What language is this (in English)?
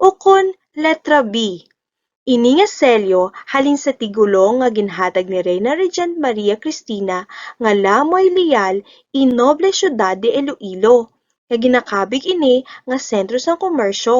Hiligaynon